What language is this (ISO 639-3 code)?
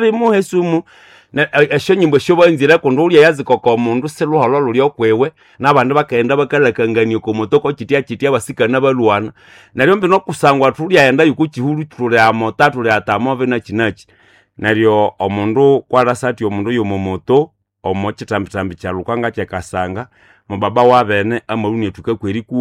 nnb